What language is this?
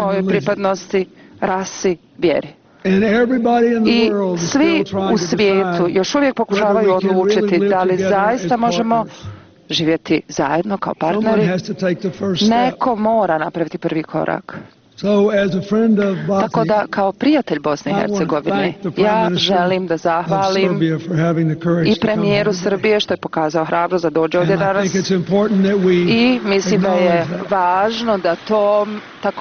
Bosnian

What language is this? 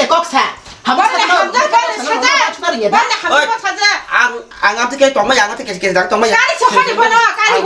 Kok Borok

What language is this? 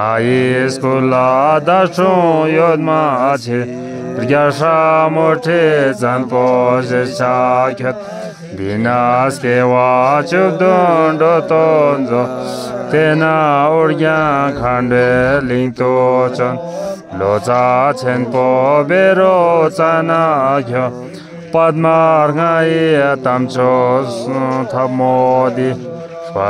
Tibetan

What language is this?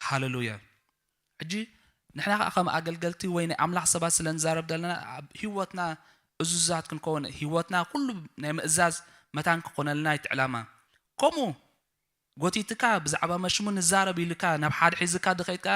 Tigrinya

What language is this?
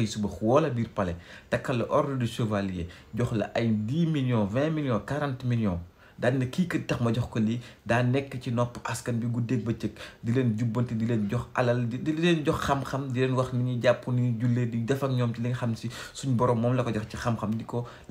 Wolof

